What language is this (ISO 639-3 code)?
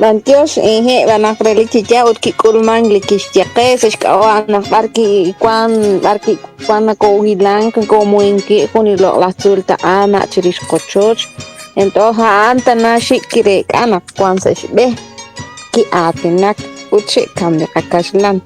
kek